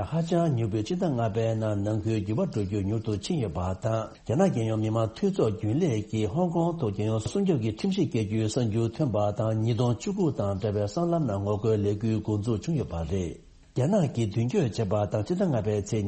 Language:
Tibetan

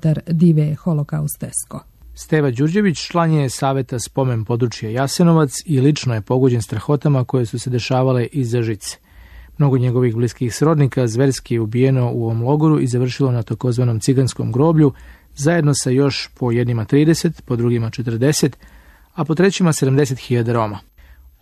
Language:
Serbian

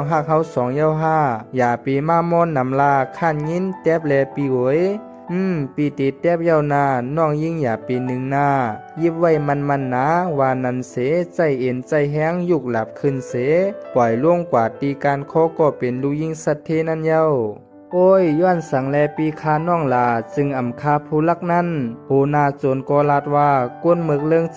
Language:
Shan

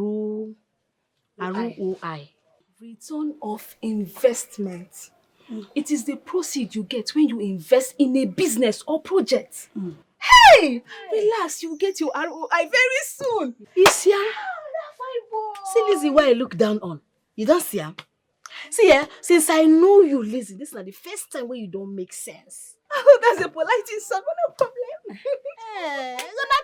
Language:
Nigerian Pidgin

